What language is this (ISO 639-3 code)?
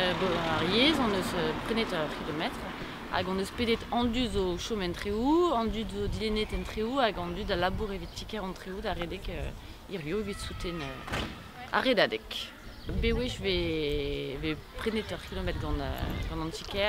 bre